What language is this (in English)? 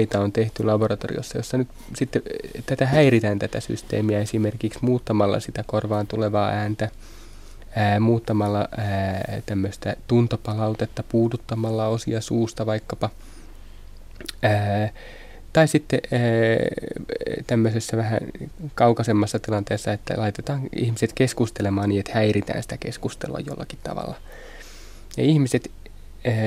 Finnish